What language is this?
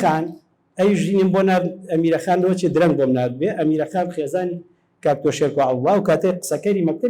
Central Kurdish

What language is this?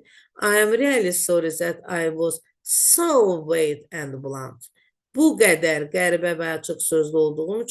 Azerbaijani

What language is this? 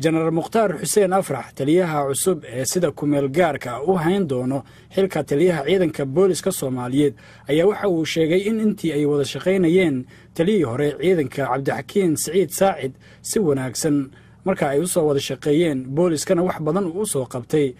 Somali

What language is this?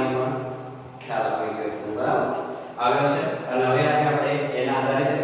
Gujarati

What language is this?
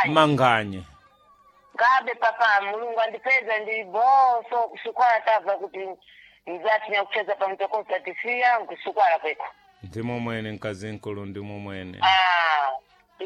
Sena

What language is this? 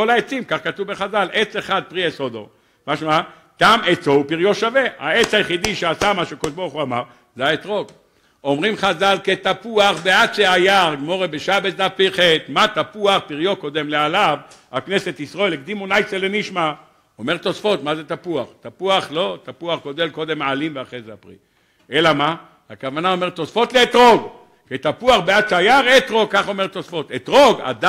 Hebrew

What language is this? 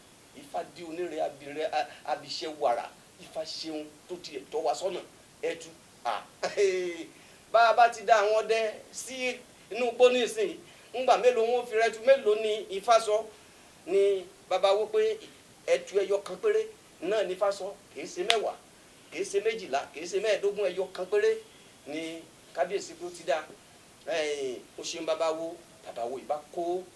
Yoruba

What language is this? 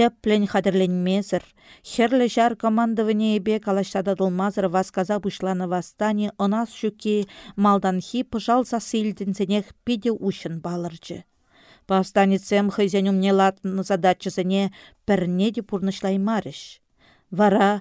Chuvash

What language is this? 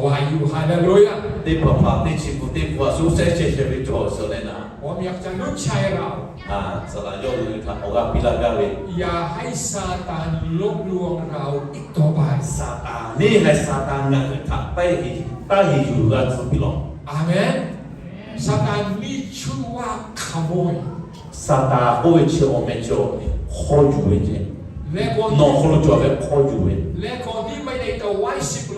Lahu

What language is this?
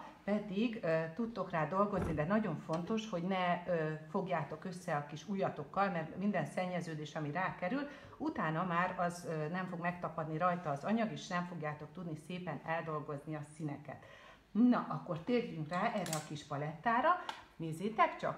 Hungarian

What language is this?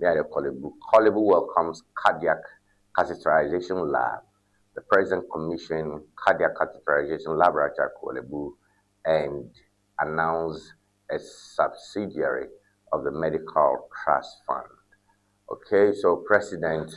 Ewe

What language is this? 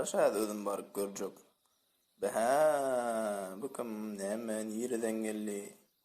Turkmen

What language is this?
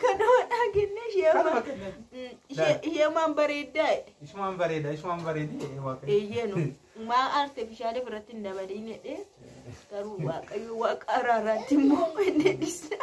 Oromo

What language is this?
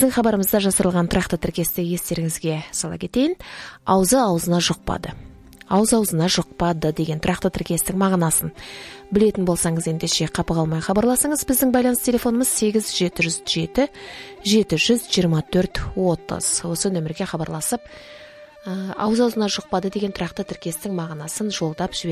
Kazakh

